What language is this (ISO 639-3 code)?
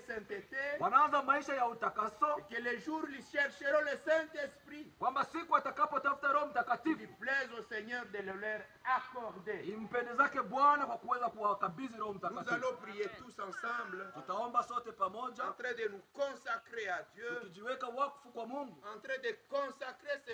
swa